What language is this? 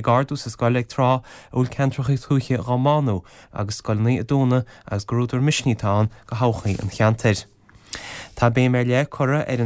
Irish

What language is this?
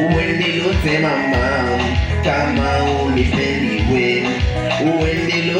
Swahili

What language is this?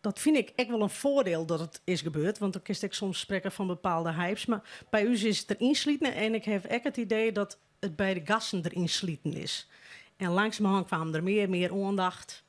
Western Frisian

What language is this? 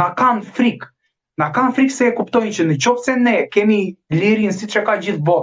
Albanian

